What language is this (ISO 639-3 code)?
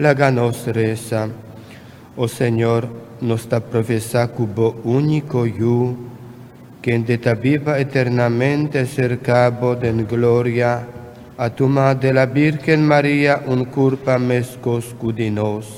pap